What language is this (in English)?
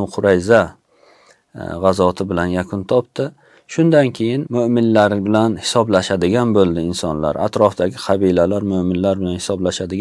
Uzbek